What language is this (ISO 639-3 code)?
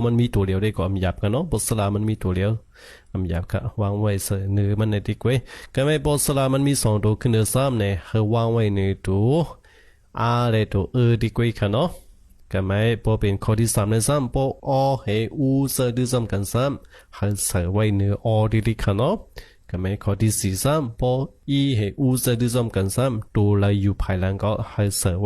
shn